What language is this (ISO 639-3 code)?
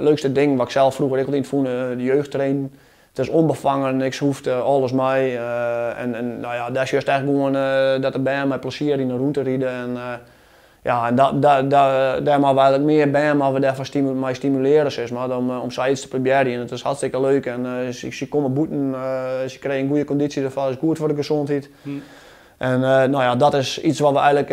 fry